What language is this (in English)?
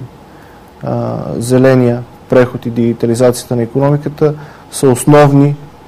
Bulgarian